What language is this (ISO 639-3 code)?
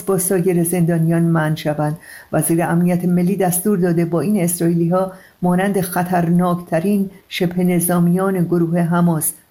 fas